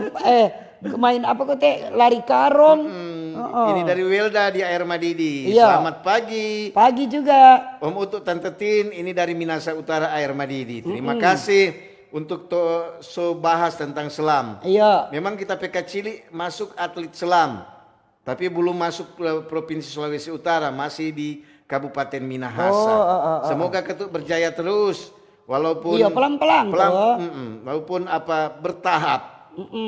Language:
Manado Malay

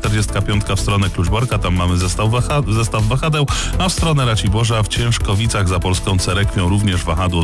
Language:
Polish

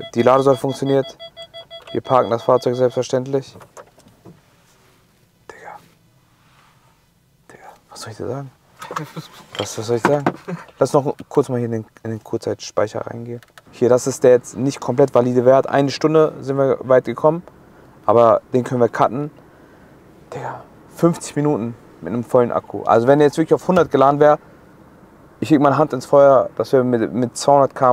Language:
German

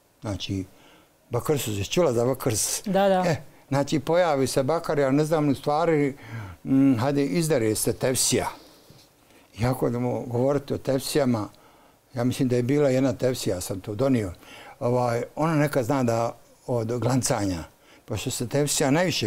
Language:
Bosnian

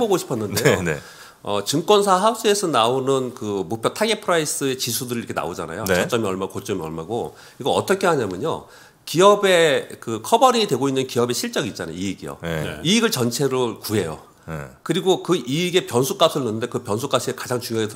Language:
Korean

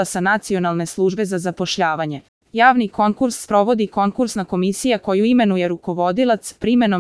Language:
Serbian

